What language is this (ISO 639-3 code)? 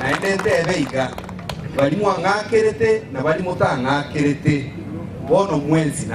guz